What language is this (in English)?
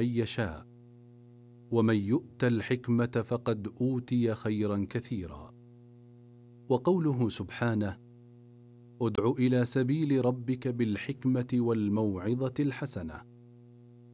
Arabic